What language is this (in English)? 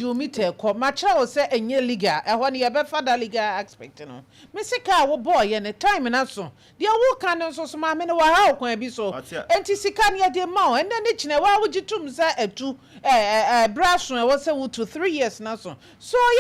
Akan